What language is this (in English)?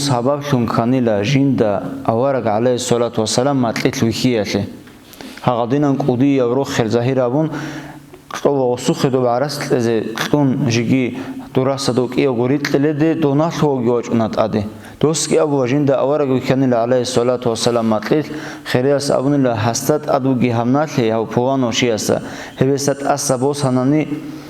Avaric